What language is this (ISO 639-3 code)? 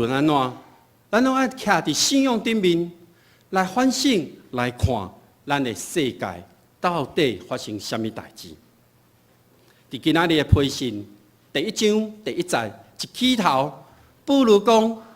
nan